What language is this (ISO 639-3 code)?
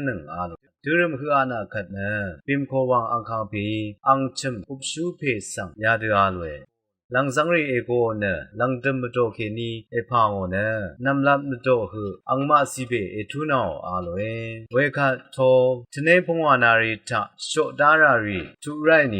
raw